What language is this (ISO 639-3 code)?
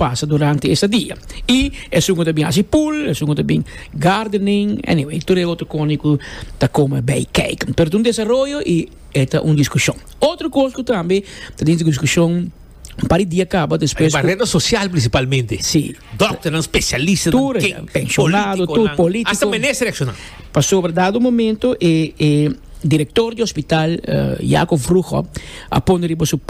pap